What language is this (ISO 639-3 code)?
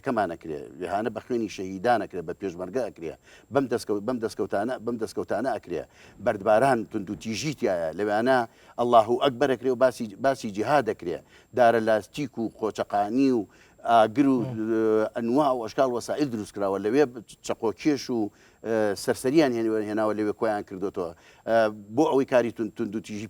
ckb